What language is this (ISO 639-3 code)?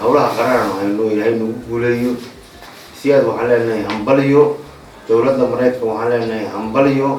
som